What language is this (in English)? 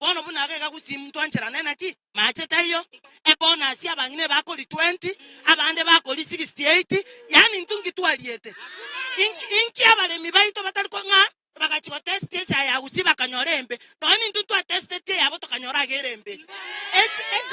Gusii